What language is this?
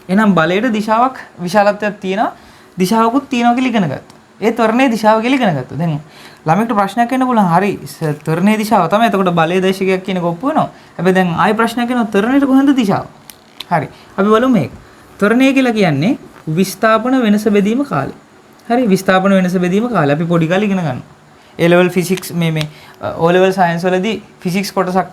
Sinhala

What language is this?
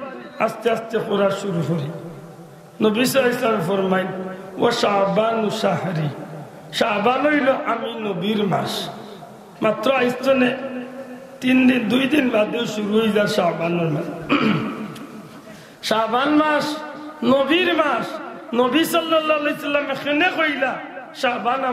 Sylheti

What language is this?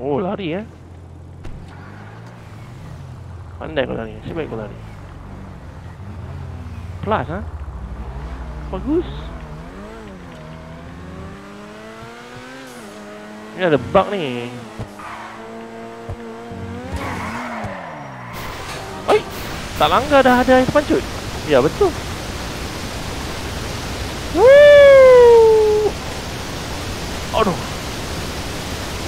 Malay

